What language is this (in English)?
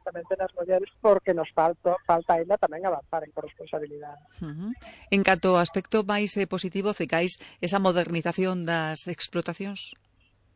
Galician